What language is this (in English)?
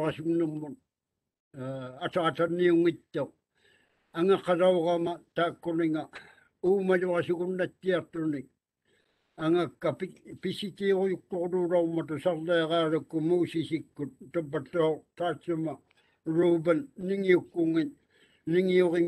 Māori